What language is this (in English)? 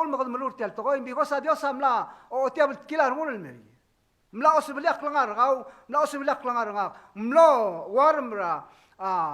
Palauan